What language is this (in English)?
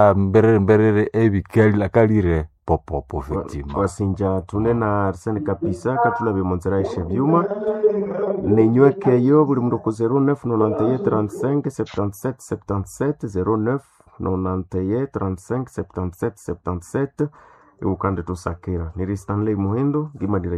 Nande